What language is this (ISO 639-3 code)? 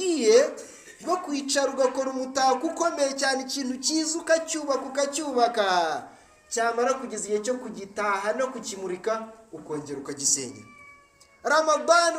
kin